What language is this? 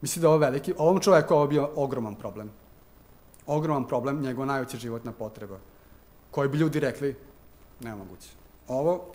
Serbian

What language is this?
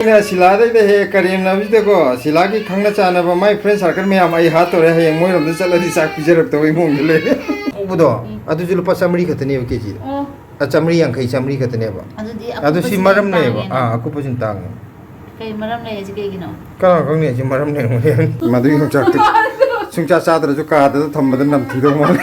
Manipuri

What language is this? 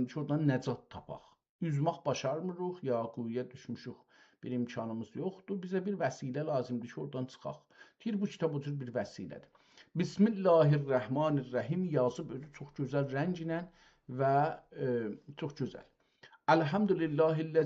South Azerbaijani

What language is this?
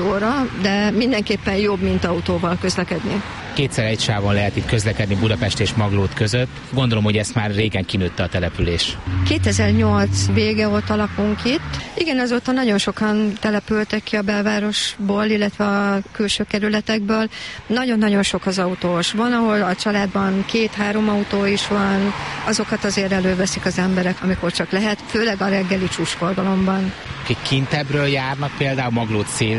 Hungarian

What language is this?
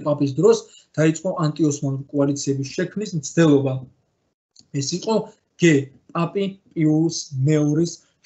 Georgian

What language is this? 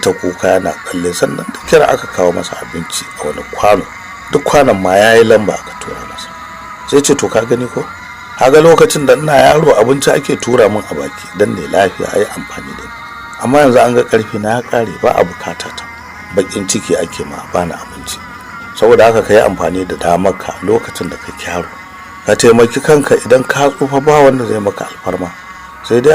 Hausa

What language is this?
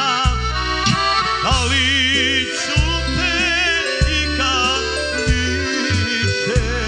Croatian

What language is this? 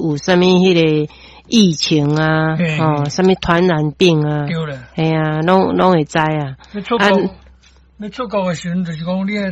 Min Nan Chinese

